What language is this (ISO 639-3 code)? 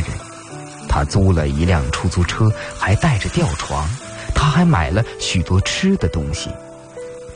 zho